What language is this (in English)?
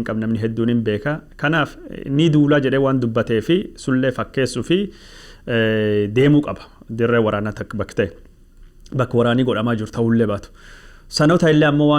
Oromo